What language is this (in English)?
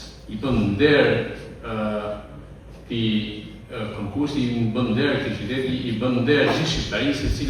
Albanian